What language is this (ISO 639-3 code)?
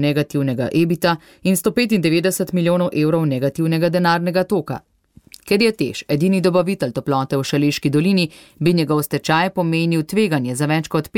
slv